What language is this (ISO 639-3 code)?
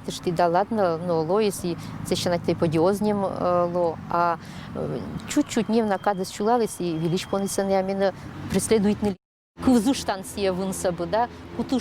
koi